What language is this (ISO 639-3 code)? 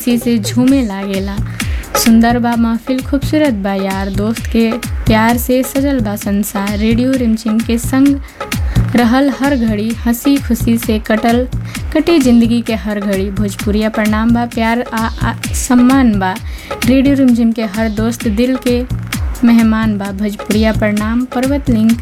bho